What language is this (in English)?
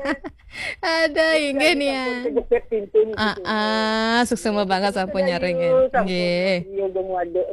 Balinese